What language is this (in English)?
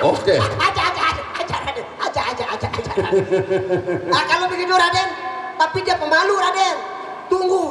Sasak